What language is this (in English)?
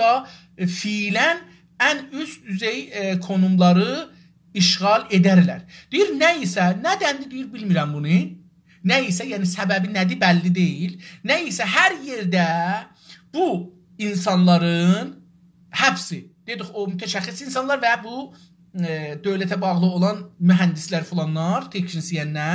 South Azerbaijani